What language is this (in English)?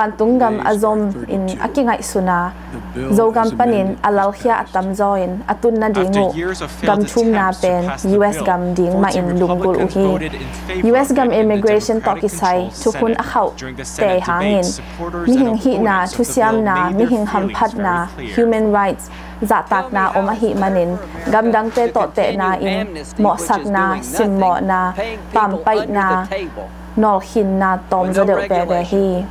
Tedim Chin